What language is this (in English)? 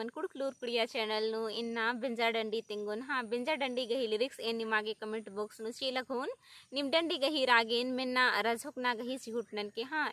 Kurukh